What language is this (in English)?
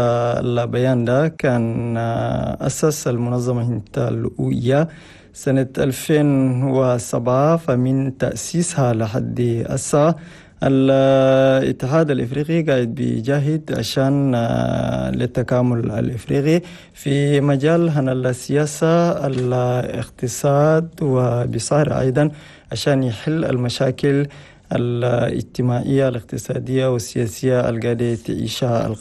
Chadian Arabic